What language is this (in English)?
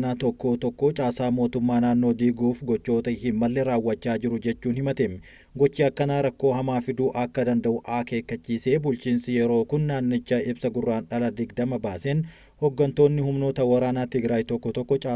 Oromo